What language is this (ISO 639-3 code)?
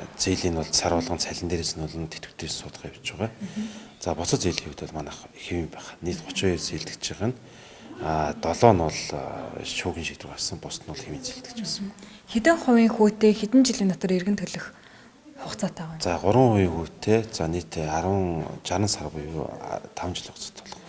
mon